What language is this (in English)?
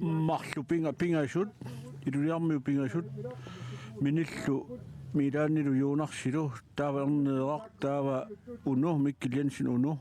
Kalaallisut